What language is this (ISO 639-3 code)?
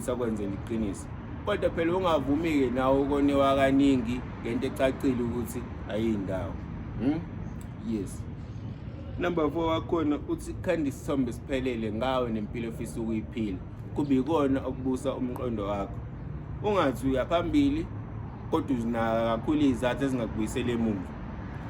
zul